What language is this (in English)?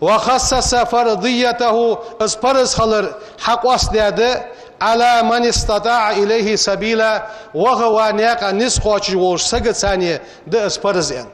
Ingush